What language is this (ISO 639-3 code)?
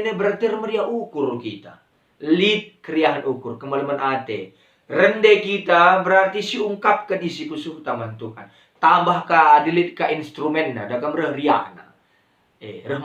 btx